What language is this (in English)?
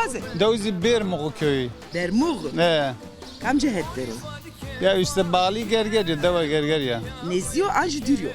Zaza